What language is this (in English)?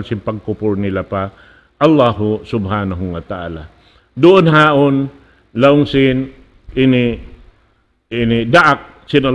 Tausug